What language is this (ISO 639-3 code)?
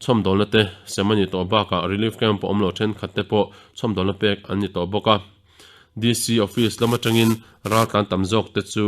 lus